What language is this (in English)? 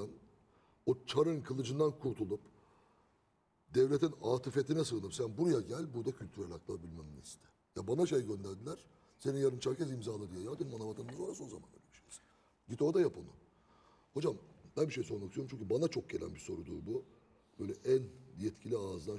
Turkish